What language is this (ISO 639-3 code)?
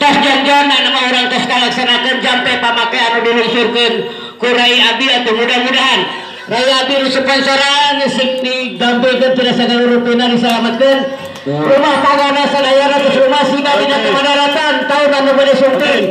sun